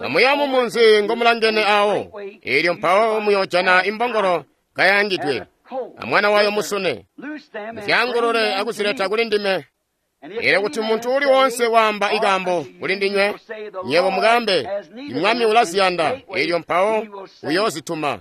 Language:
Tonga (Zambia)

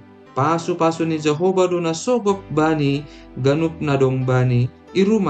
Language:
Batak Simalungun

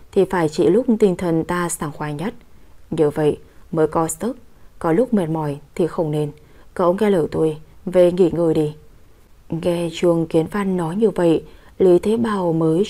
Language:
Vietnamese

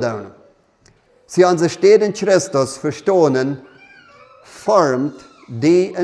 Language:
Plautdietsch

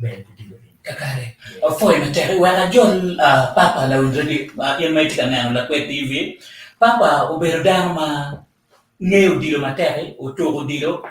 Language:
Acoli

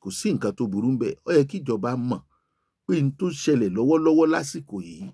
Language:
Yoruba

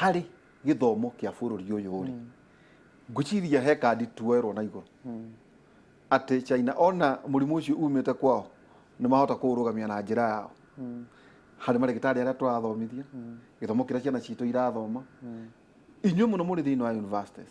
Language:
Kikuyu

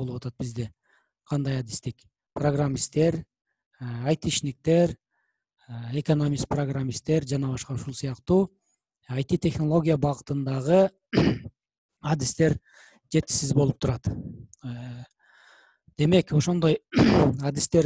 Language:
Kyrgyz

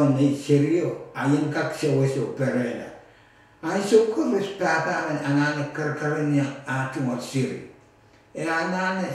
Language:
Pohnpeian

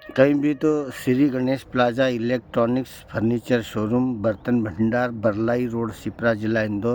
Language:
Rajasthani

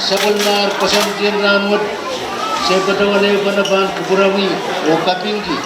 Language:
Pohnpeian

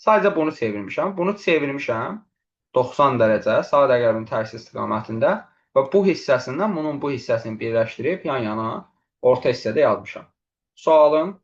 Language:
Azerbaijani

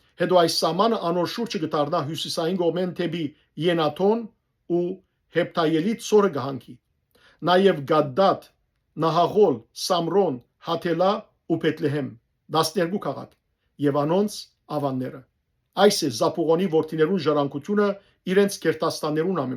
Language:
Western Armenian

